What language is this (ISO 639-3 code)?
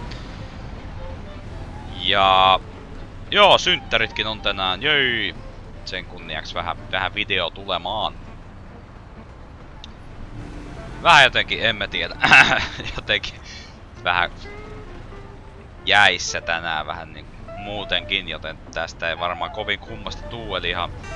fin